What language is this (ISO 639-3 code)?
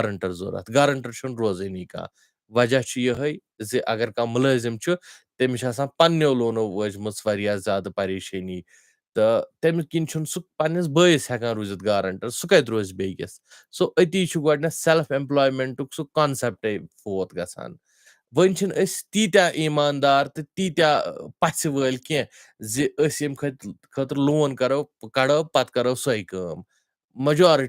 kas